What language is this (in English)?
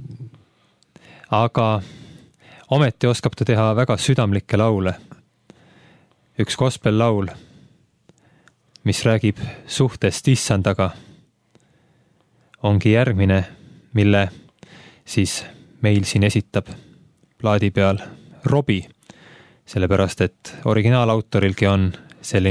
Estonian